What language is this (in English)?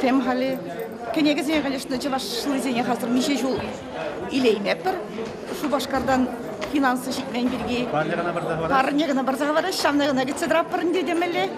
Chuvash